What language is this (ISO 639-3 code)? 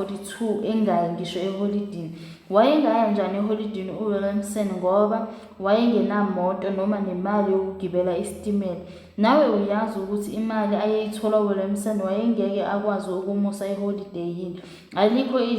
zul